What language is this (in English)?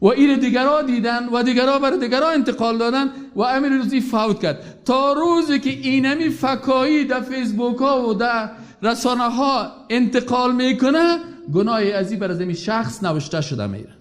Persian